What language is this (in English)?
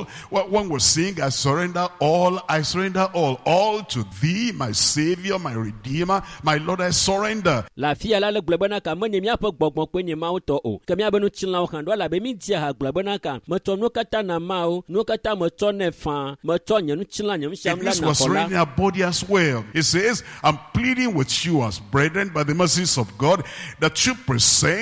Ewe